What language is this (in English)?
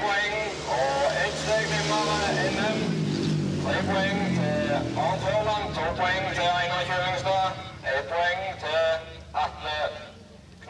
Norwegian